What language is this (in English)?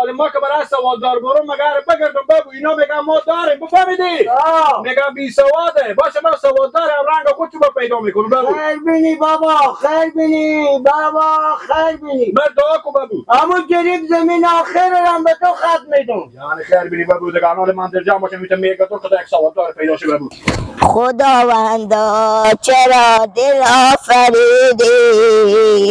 Persian